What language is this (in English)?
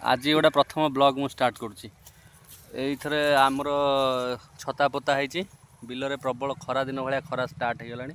Odia